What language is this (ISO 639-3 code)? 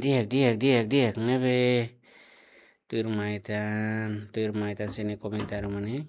tet